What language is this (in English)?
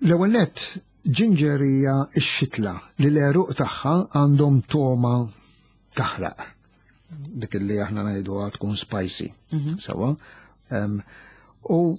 Maltese